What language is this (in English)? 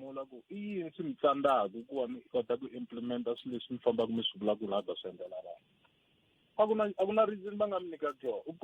Tsonga